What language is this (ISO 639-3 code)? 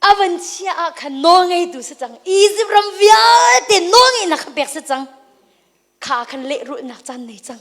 cnh